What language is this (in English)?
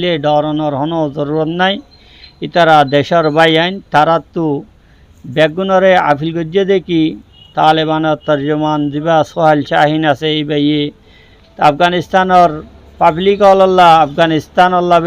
Rohingya